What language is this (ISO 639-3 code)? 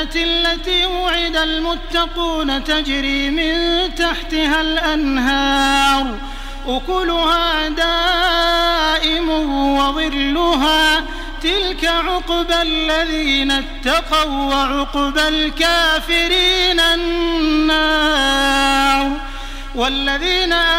ara